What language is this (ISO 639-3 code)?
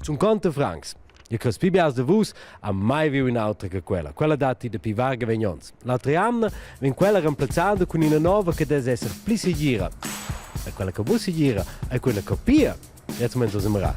roh